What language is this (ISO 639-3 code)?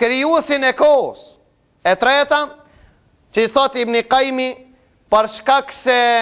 sqi